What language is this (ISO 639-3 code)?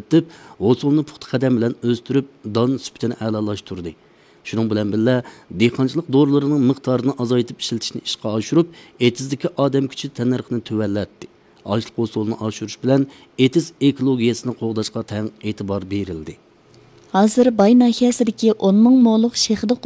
uig